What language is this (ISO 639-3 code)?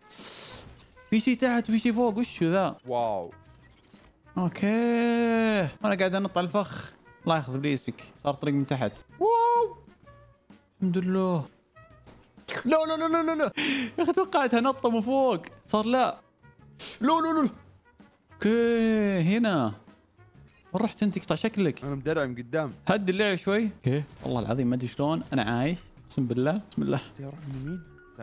ara